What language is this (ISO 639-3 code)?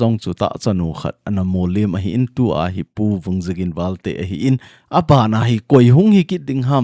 tcz